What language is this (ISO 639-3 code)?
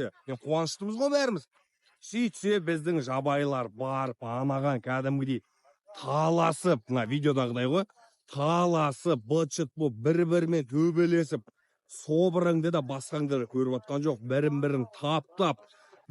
kaz